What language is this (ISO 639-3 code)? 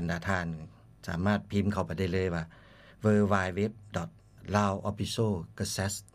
lao